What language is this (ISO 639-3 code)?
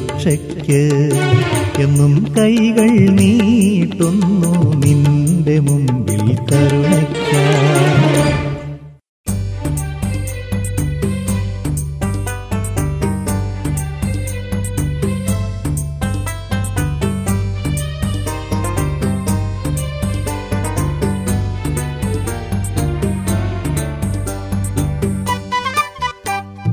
mal